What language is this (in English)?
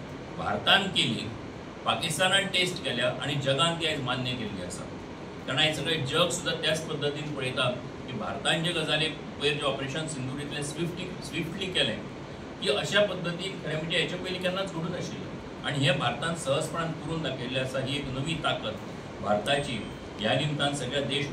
Konkani